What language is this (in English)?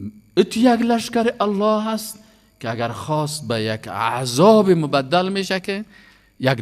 Persian